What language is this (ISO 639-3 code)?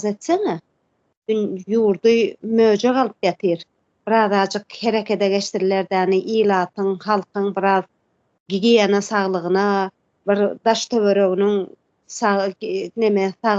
tuk